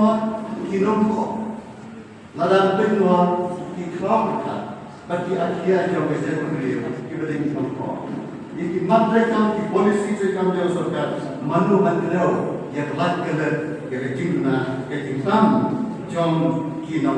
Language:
Khasi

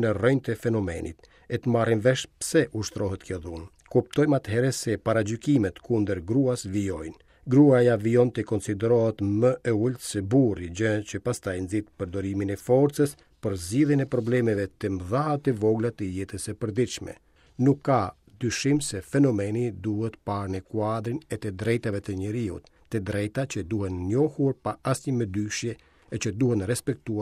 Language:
Albanian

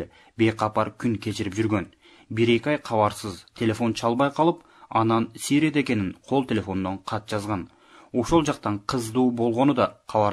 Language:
Kyrgyz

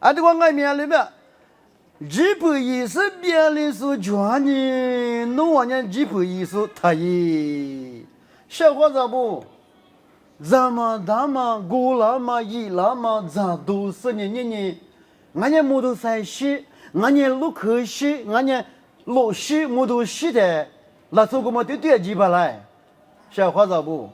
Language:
Lisu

